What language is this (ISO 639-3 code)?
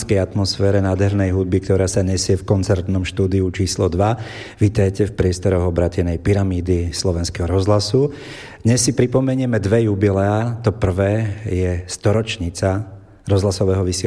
slk